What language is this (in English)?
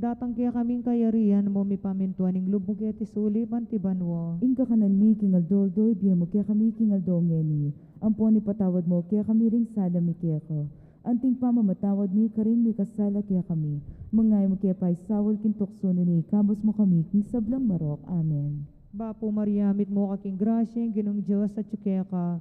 Pampanga